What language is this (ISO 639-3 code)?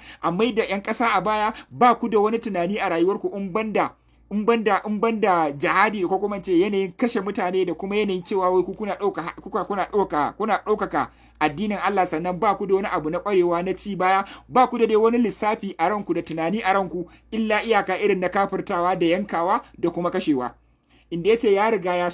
hau